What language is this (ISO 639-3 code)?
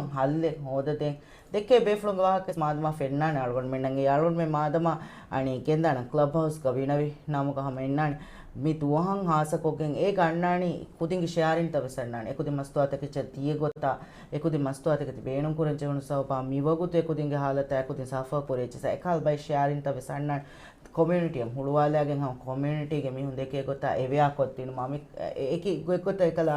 div